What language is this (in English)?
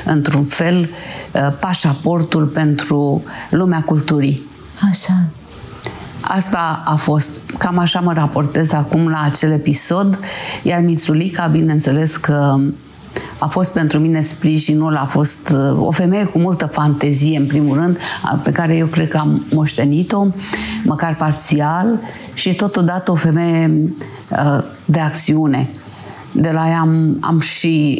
Romanian